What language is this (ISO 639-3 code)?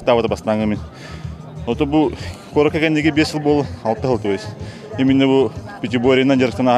sah